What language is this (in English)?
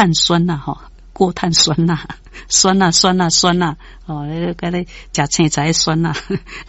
Min Nan Chinese